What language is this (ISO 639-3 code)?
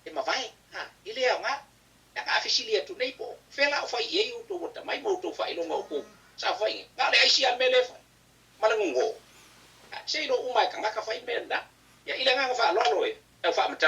smo